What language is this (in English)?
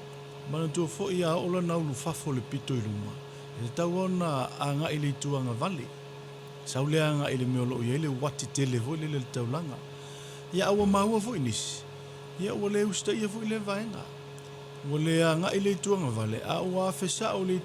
Samoan